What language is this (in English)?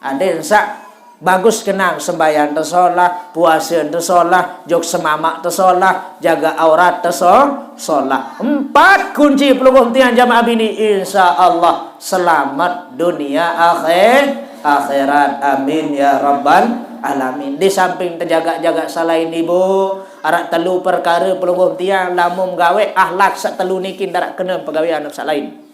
Sasak